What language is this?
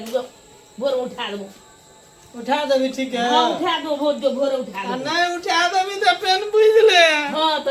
Maithili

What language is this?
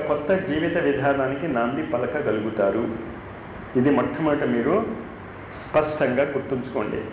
Telugu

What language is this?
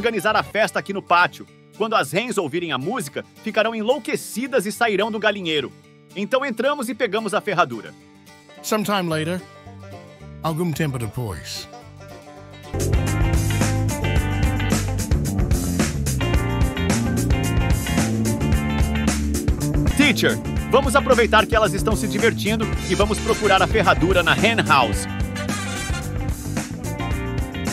Portuguese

